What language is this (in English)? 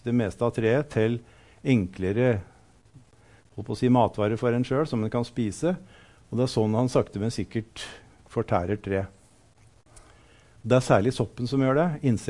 Norwegian